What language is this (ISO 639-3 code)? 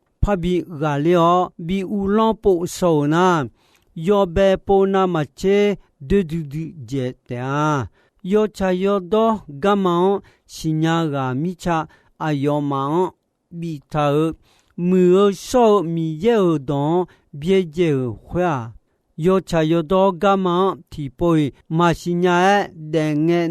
ahk